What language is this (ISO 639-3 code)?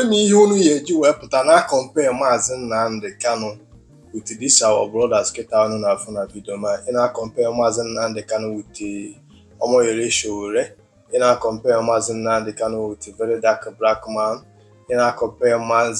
ibo